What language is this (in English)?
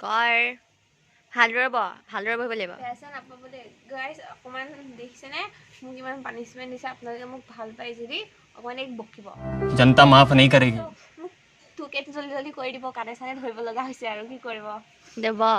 Assamese